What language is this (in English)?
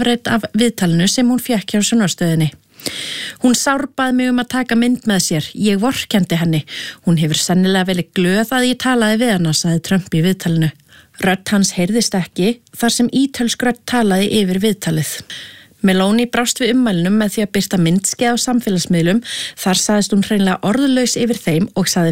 Icelandic